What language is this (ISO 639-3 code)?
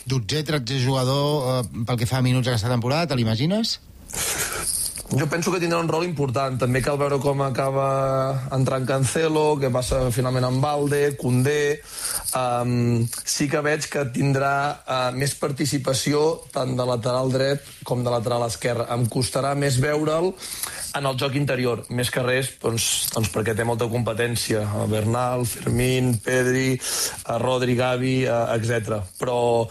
cat